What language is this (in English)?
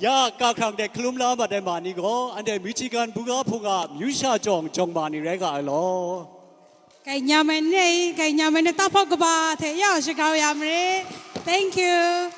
Kachin